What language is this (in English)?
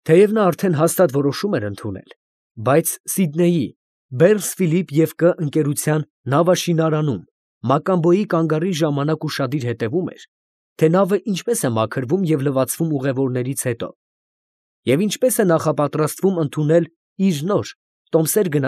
Armenian